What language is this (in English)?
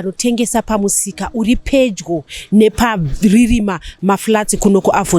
Shona